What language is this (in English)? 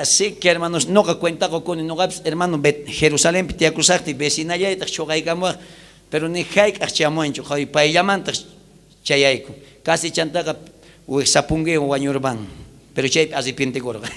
South Bolivian Quechua